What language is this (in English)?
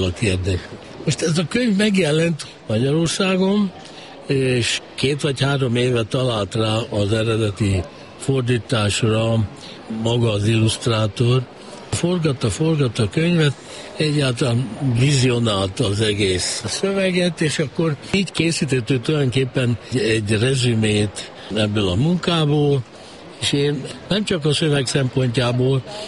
Hungarian